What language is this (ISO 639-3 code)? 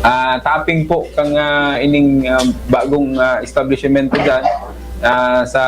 bik